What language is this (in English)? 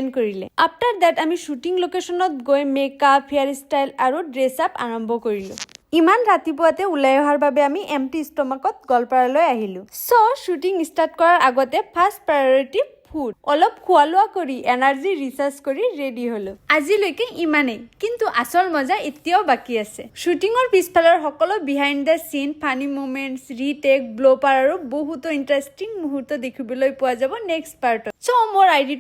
Assamese